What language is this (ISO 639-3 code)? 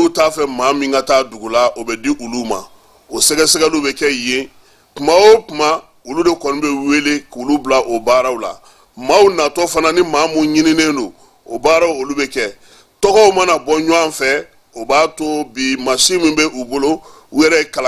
bam